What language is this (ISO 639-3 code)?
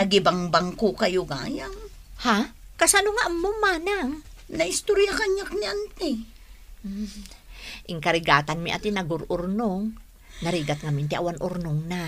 ilo